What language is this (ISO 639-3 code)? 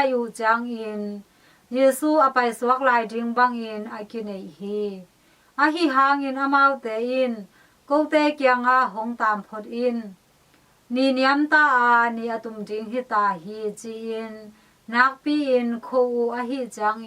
ctd